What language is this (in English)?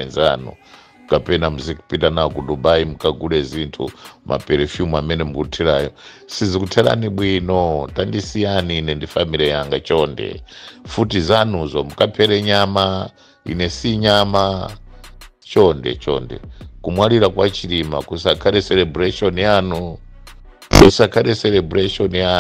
Nyanja